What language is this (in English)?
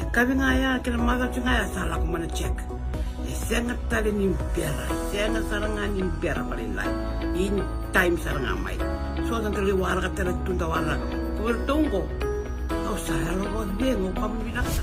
Fijian